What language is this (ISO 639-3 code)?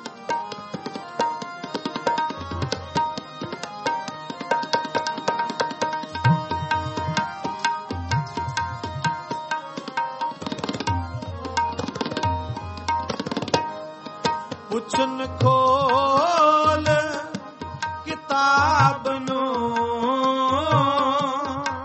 pan